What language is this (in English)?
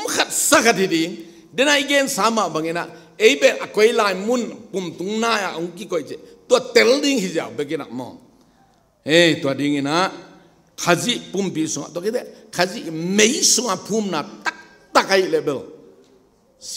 Tedim Chin